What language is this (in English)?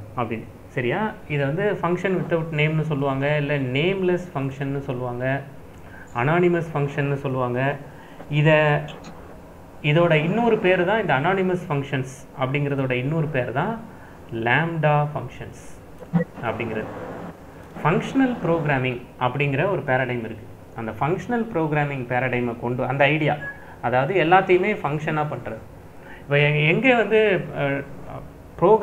Tamil